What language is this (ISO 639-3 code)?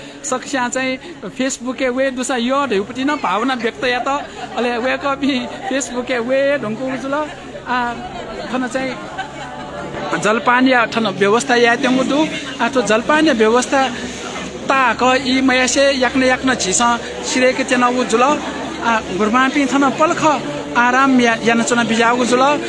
new